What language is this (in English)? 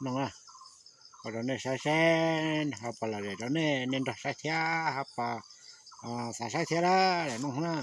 Hmong